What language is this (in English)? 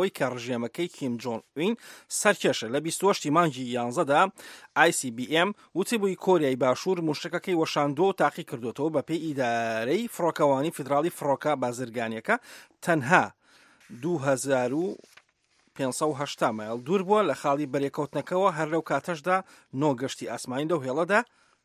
Central Kurdish